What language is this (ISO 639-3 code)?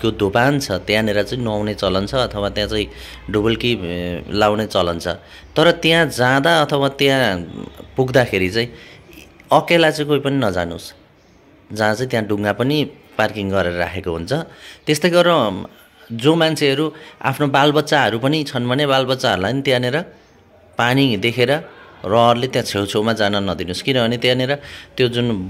nep